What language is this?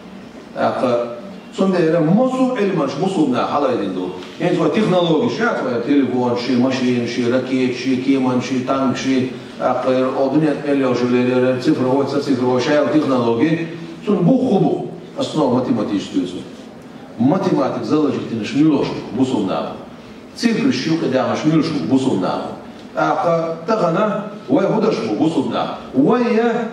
Chechen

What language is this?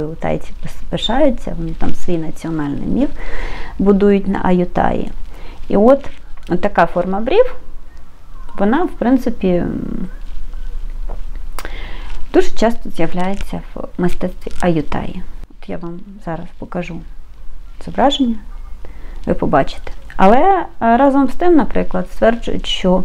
Ukrainian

